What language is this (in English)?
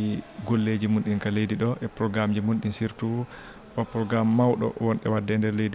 Fula